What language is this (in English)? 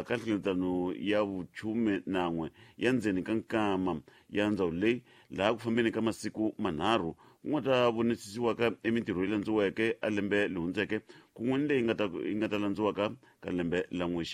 Tsonga